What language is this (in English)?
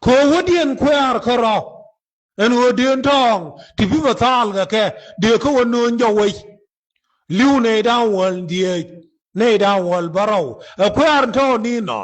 Nuer